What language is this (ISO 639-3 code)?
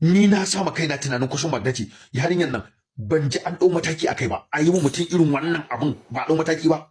hau